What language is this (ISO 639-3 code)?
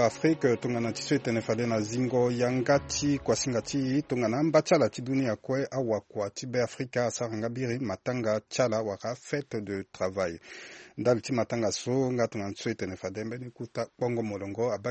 sag